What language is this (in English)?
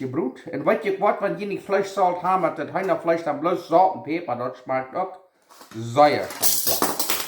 Plautdietsch